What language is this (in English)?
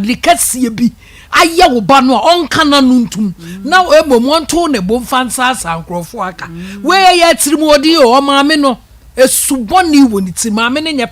Akan